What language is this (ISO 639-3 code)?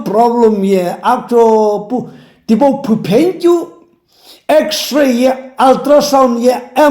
nsm